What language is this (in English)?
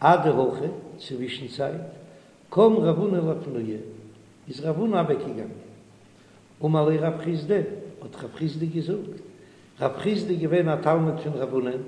Yiddish